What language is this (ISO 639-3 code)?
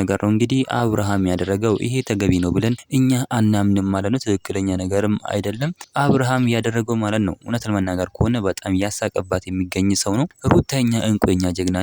amh